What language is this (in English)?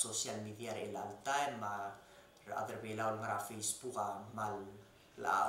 Palauan